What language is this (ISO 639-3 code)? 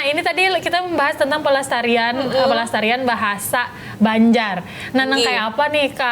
bjn